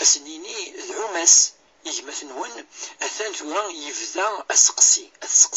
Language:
Kabyle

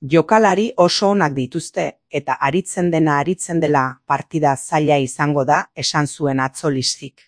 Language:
Basque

